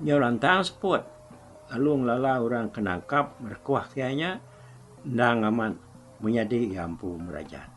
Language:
Iban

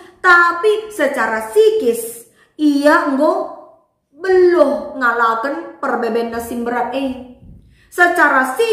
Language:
Batak Karo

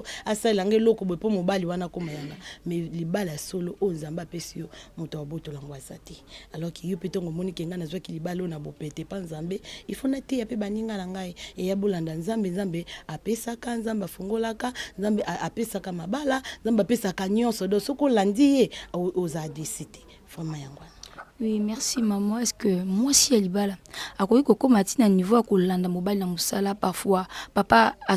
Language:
Lingala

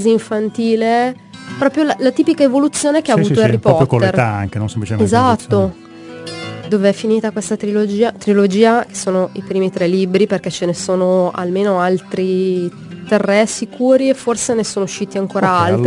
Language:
Italian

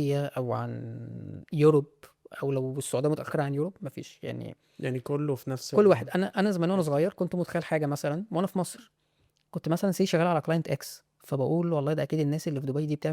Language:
Egyptian Arabic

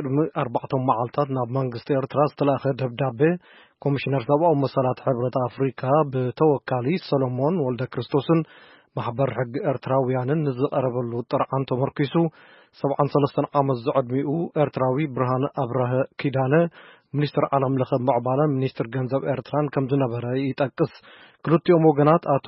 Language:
Tigrinya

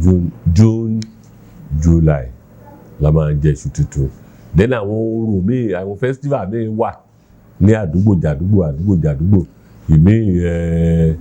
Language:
Yoruba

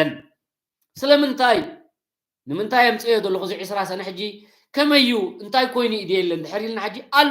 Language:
Tigrinya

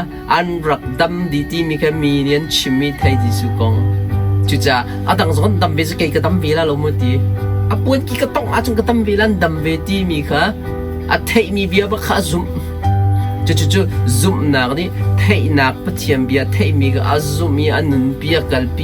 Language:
Hakha Chin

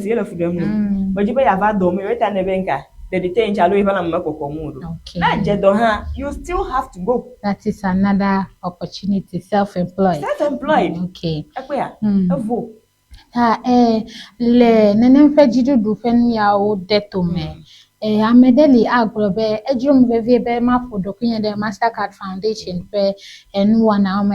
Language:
Ewe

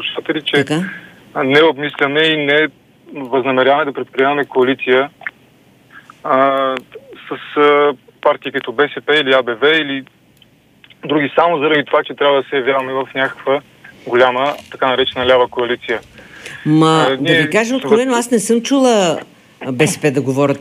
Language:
Bulgarian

